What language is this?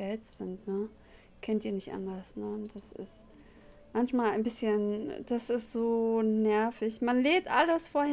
German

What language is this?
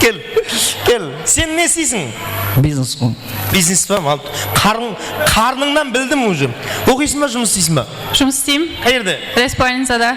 Kara-Kalpak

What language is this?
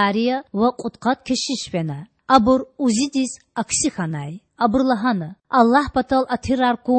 Lezghian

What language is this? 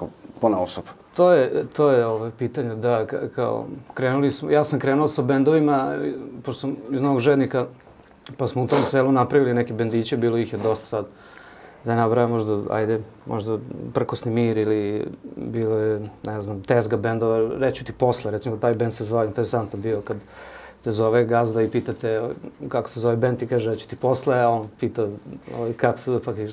Serbian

